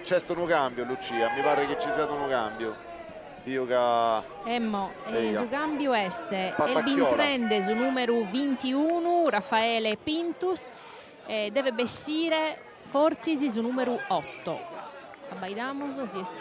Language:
Sardinian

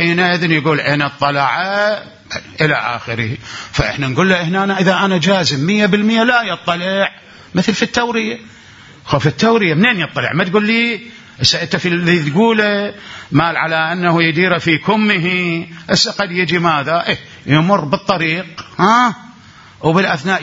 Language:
Mesopotamian Arabic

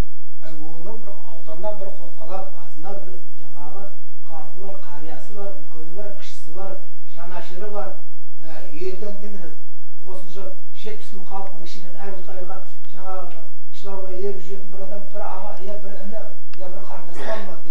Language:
Kazakh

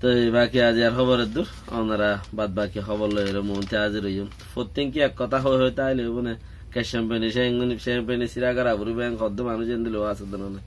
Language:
Rohingya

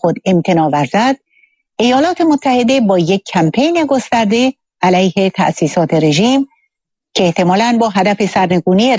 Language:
Persian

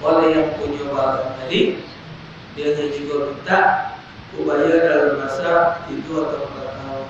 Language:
Musi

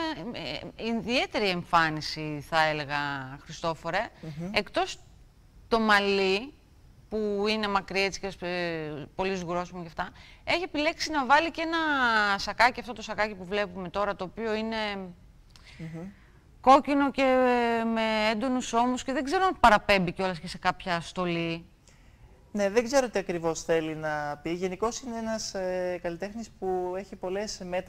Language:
Greek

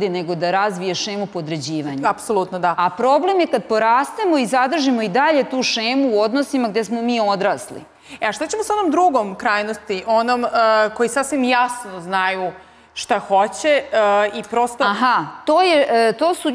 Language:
Serbian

